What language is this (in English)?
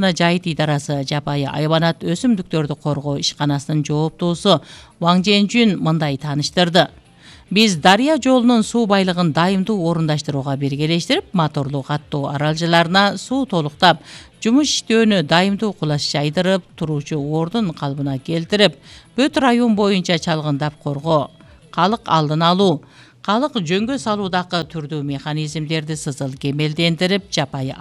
Kyrgyz